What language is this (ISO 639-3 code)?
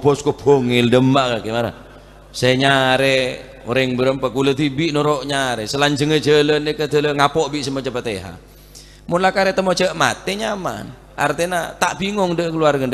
mad